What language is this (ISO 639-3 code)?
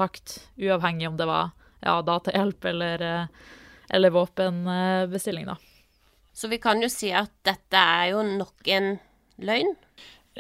nor